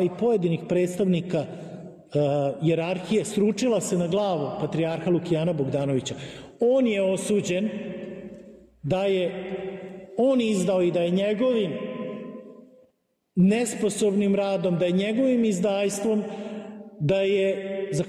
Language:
Serbian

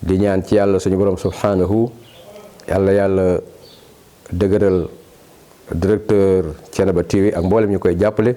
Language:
Wolof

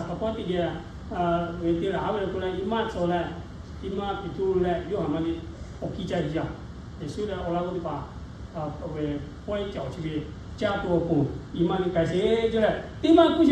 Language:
Lahu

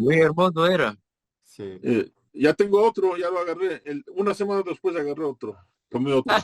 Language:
Ladino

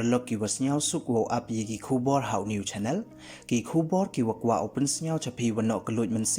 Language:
Pnar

